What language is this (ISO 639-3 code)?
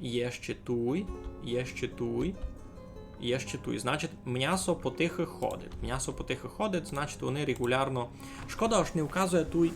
rue